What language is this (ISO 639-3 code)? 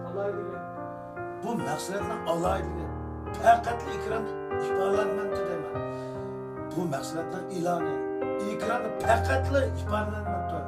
uig